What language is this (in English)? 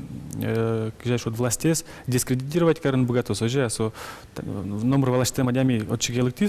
Udmurt